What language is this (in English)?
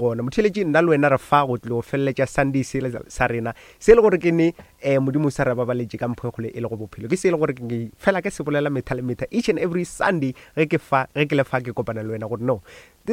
Northern Sotho